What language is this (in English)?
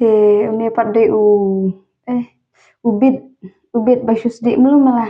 Khasi